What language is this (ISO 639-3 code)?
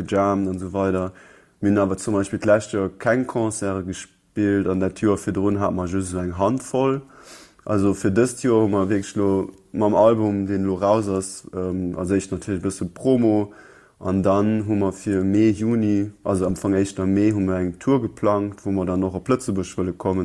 ltz